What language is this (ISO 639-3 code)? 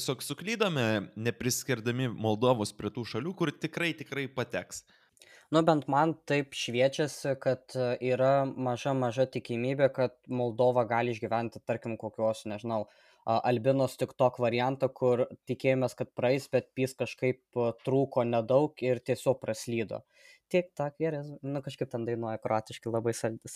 lit